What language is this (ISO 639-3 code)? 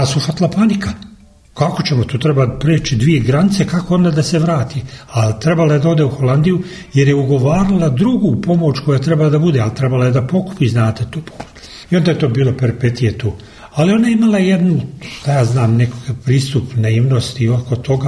srp